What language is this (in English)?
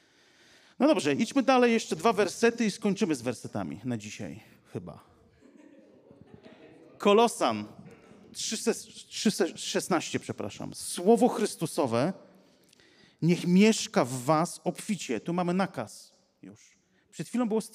Polish